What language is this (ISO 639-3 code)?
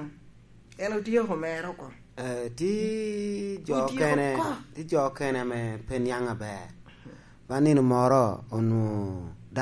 laj